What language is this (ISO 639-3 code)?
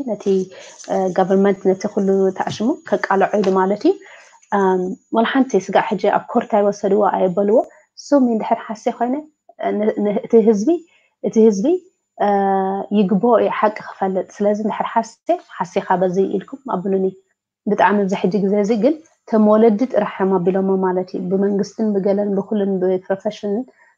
tir